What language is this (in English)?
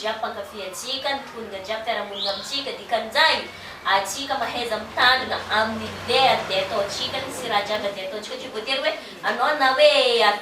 Malagasy